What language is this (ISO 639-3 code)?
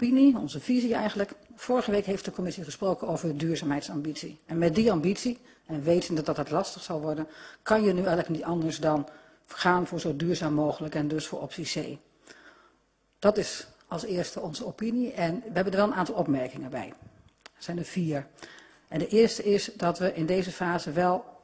nld